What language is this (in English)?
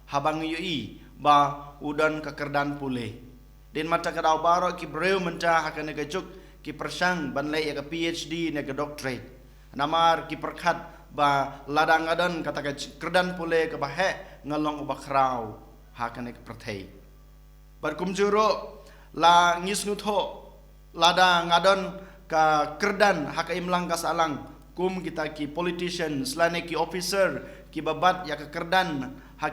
Khasi